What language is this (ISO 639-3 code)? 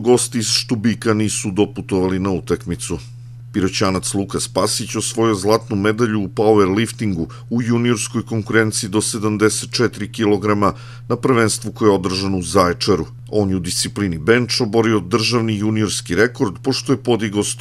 srp